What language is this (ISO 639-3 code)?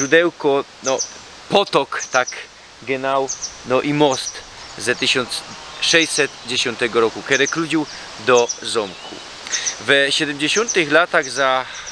szl